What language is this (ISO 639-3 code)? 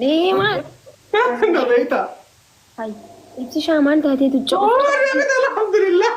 orm